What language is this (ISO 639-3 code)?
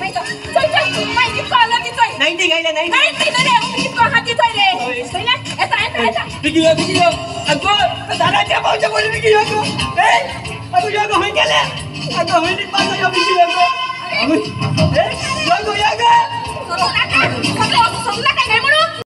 kok